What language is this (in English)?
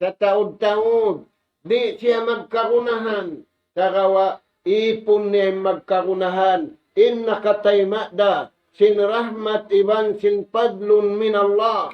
Tausug